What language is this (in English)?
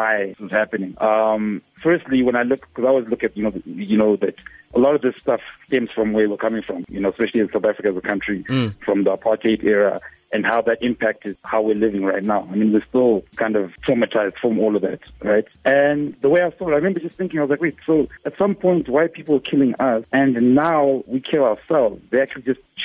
English